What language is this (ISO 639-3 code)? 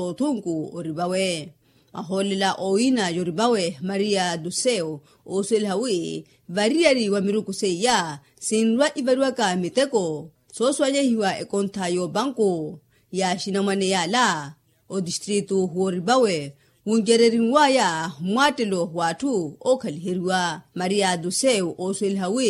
vmw